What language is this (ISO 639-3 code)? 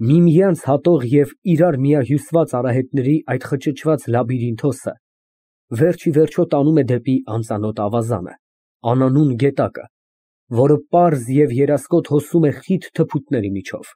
hye